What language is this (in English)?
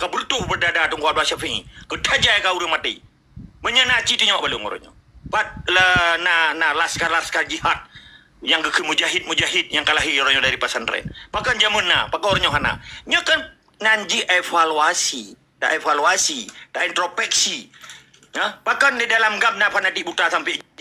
Achinese